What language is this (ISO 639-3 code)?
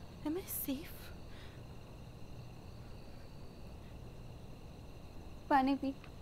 hin